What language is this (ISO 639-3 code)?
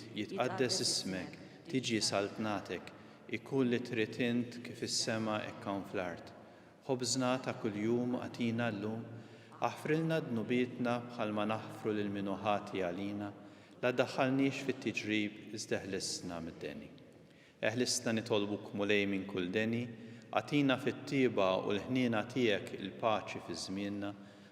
mlt